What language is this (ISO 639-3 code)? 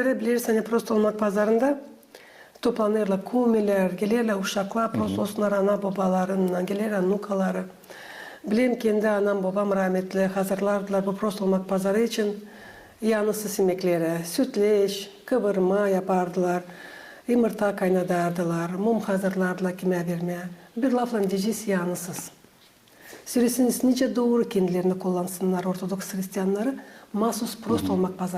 gag